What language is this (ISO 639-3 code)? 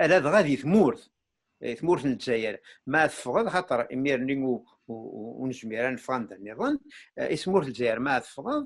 kab